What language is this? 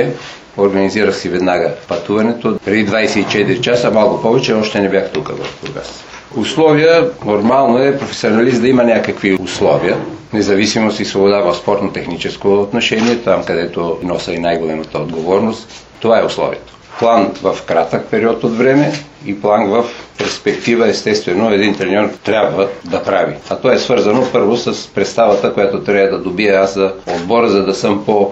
Bulgarian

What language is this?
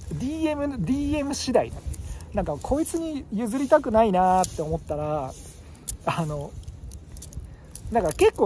Japanese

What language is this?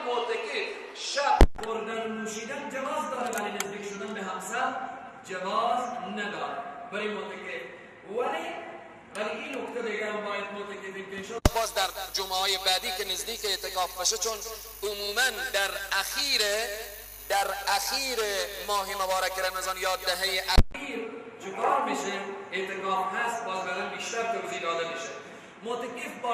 Persian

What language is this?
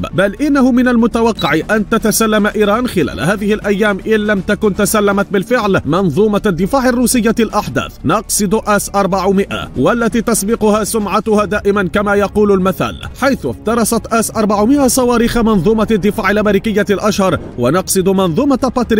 Arabic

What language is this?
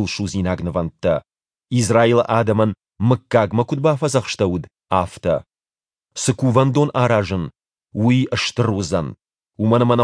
Ossetic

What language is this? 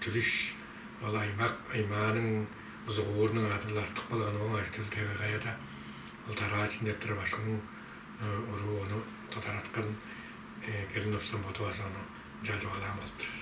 Tuvinian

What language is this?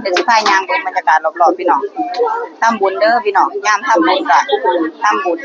Northeastern Thai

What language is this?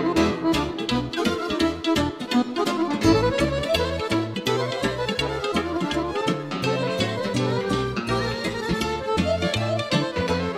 Romanian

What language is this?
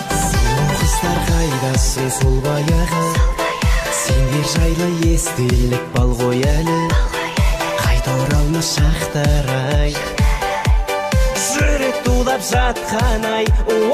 Kara-Kalpak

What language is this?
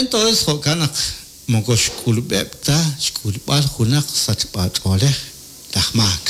Kekchí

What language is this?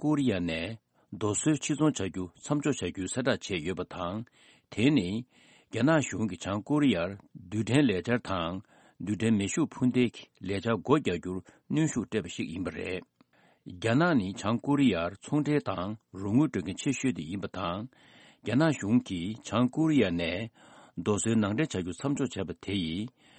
Tibetan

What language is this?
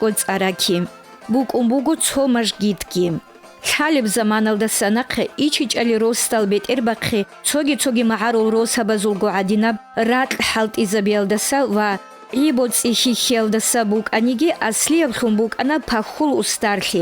Avaric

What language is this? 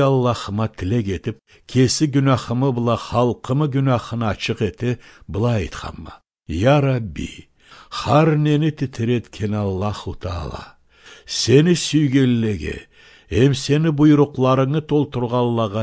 Karachay-Balkar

